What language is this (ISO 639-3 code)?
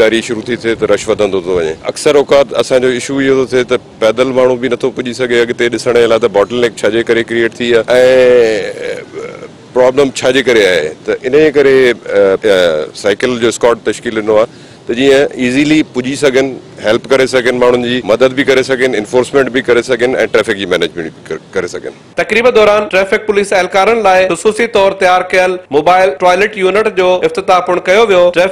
snd